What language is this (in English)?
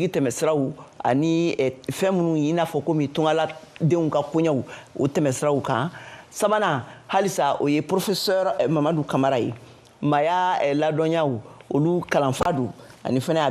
Bambara